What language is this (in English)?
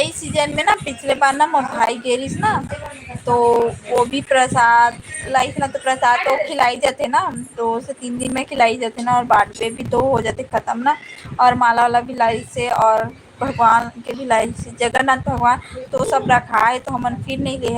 Chhattisgarhi